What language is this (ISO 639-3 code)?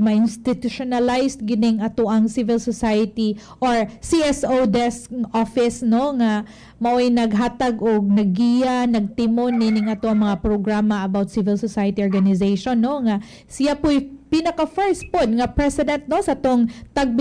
ceb